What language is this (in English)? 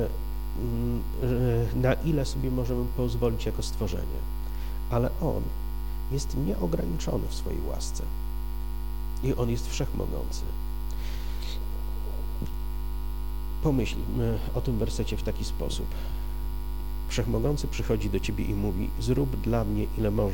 Polish